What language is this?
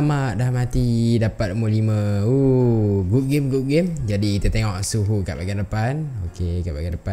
Malay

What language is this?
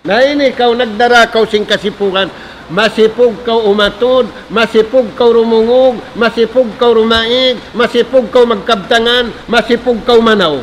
Tausug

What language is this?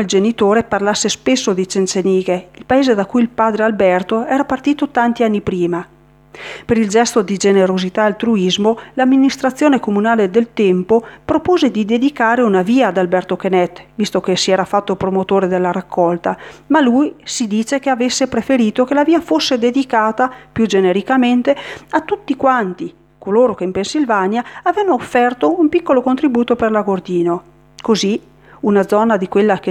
Italian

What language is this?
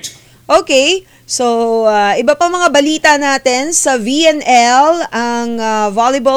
Filipino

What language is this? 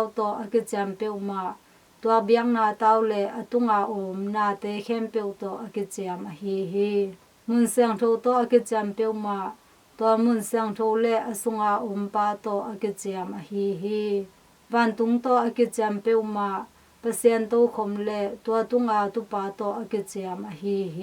Tedim Chin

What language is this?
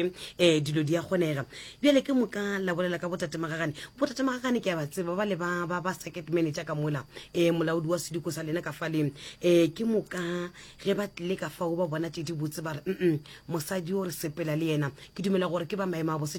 Northern Sotho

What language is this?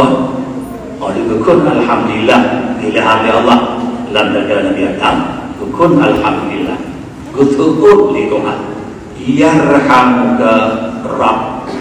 Achinese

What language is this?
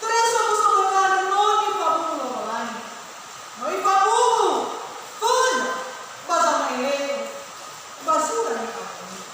Nias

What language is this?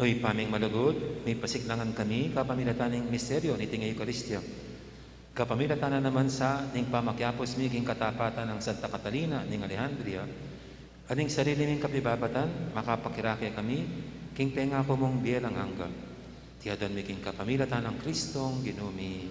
Pampanga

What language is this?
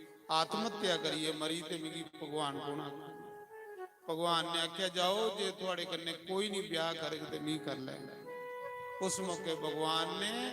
Dogri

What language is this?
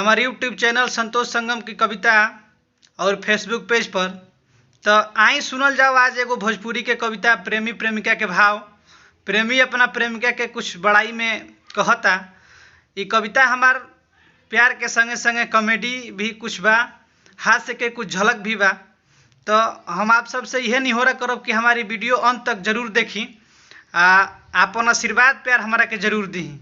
Bhojpuri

